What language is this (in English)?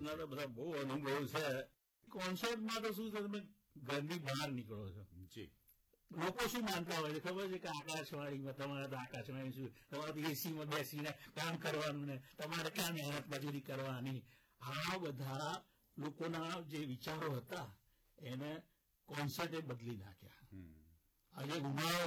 Gujarati